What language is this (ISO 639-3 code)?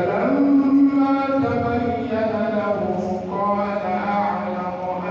dag